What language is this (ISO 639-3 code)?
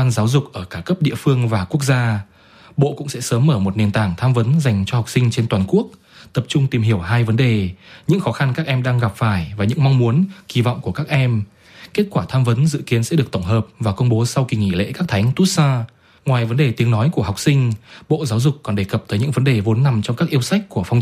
vie